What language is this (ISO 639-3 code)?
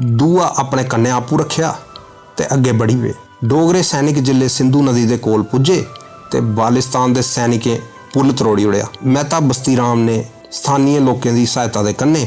doi